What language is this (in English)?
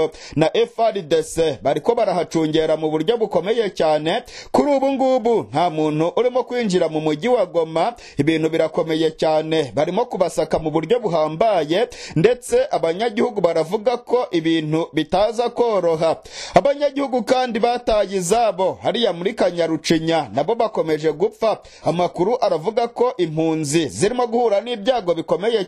Kinyarwanda